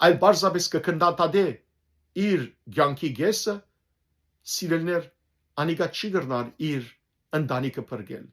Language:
Western Armenian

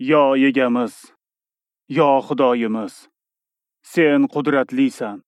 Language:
Uzbek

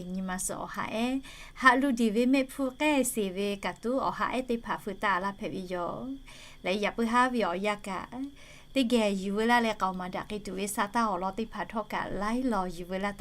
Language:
Lahu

